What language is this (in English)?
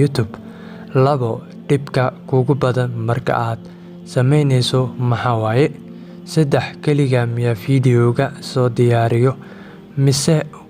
Somali